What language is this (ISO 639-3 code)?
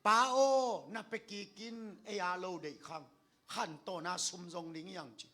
ctd